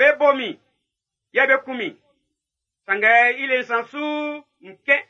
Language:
Baoulé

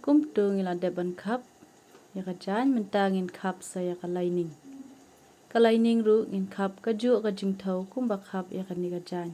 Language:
Khasi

